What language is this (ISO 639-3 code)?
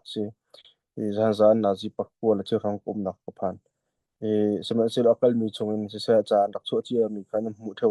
cnh